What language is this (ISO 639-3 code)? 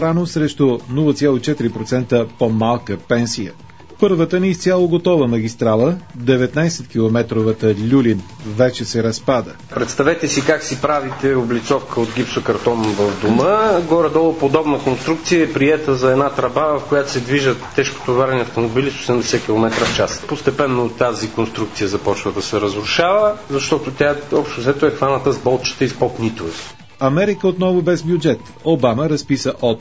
bul